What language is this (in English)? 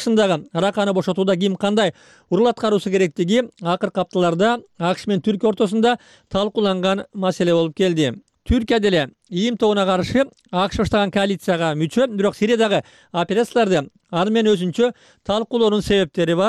Kyrgyz